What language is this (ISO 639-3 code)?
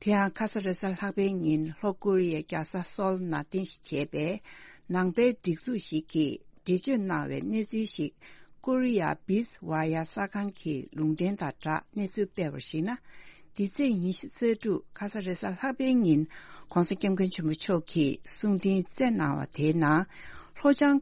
bod